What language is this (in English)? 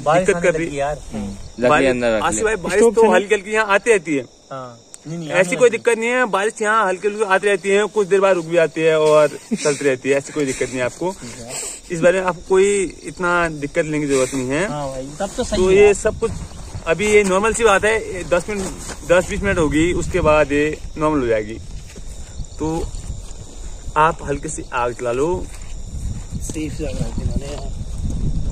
Hindi